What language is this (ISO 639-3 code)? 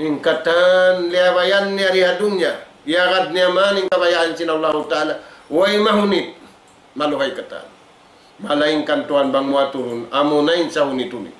tsg